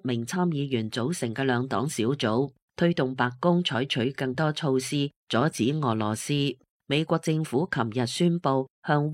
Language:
Cantonese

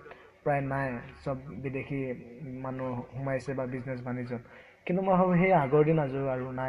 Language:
Assamese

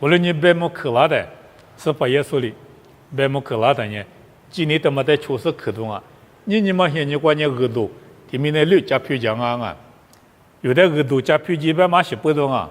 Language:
Lisu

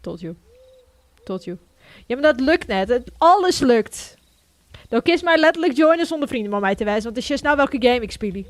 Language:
Western Frisian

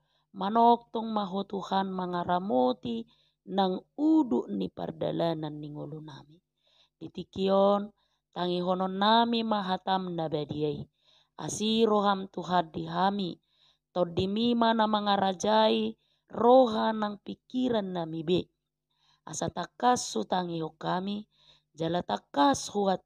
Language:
Batak Toba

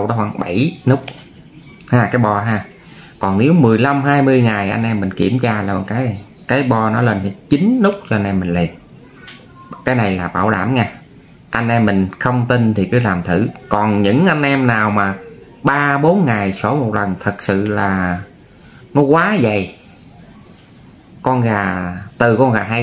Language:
Vietnamese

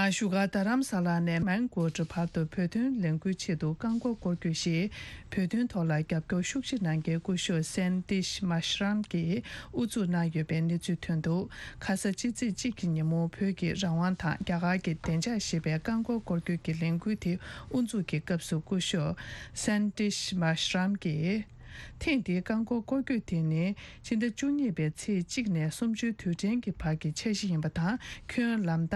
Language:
Tibetan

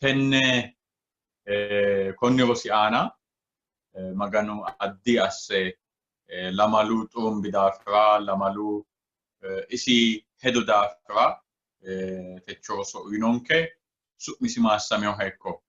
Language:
Sidamo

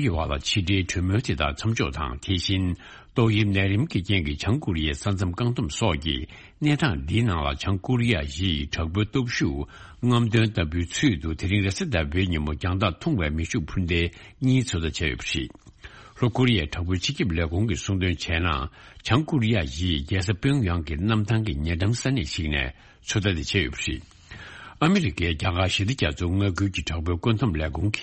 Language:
Tibetan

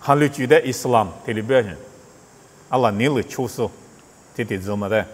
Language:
Lisu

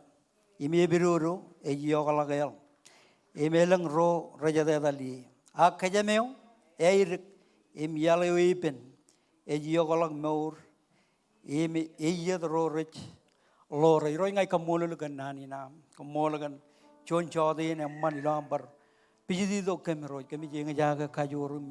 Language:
Marshallese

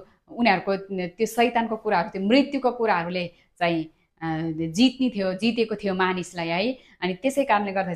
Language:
Nepali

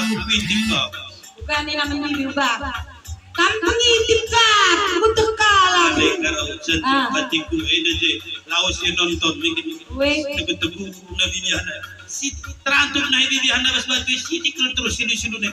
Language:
Batak Karo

